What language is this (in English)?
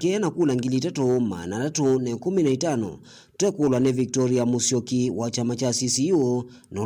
Kamba